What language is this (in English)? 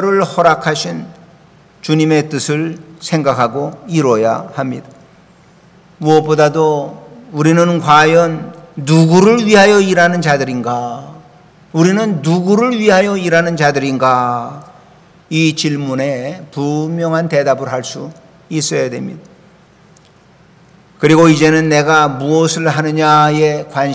Korean